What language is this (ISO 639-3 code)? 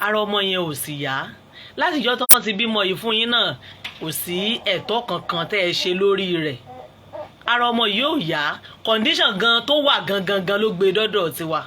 yor